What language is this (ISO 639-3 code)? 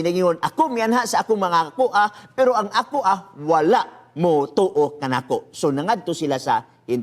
ceb